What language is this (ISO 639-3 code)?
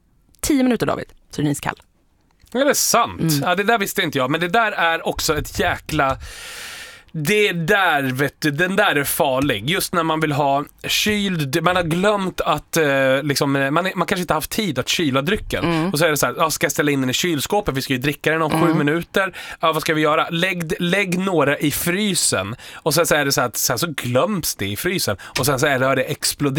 swe